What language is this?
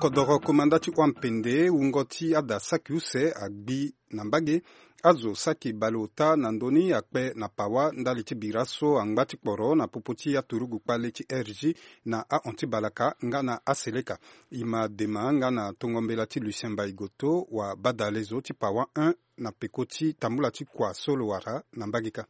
Sango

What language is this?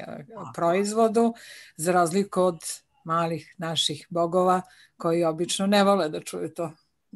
Serbian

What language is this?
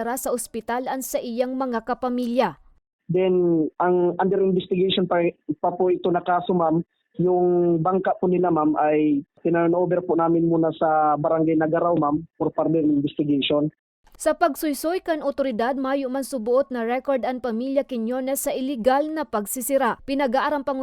Bikol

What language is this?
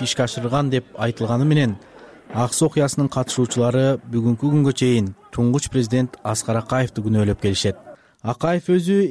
Kyrgyz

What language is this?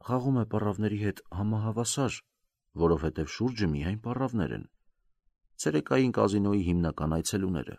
Armenian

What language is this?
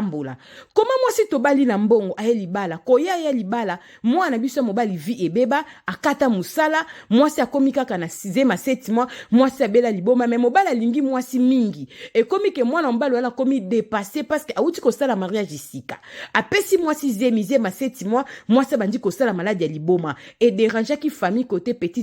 Lingala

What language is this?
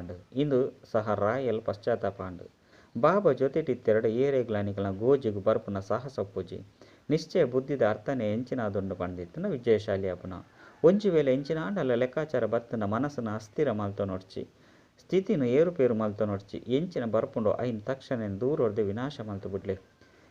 Tulu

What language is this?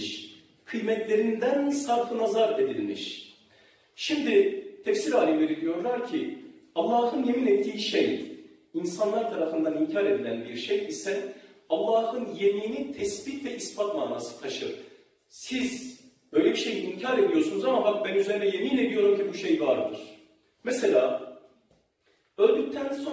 Turkish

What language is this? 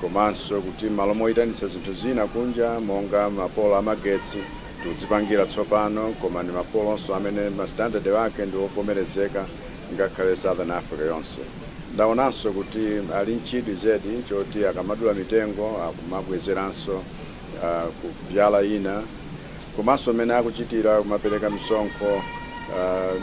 Nyanja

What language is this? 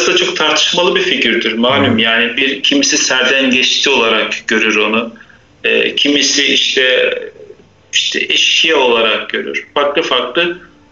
Turkish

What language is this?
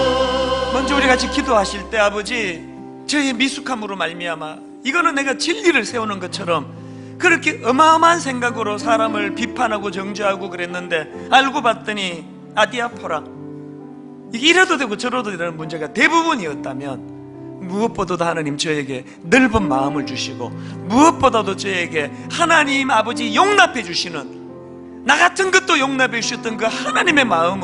Korean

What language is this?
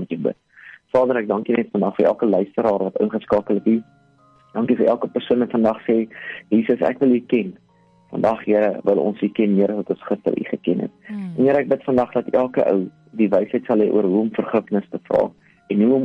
Afrikaans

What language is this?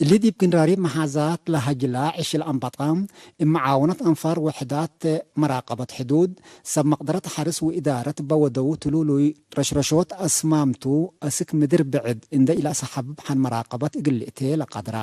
Tigre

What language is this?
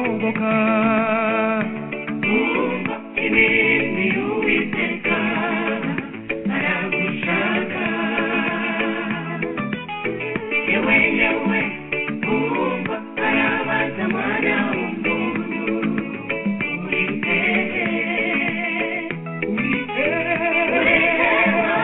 Kinyarwanda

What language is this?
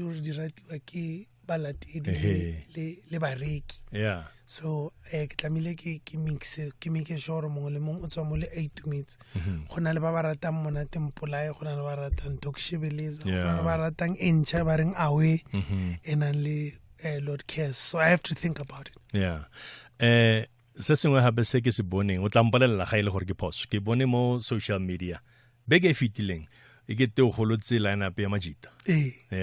Tswana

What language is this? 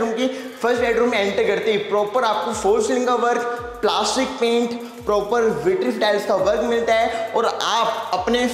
Hindi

